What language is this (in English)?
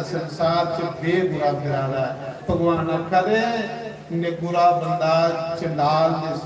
Dogri